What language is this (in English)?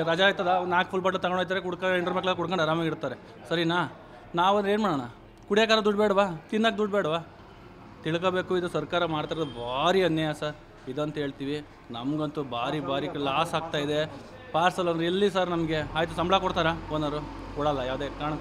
Kannada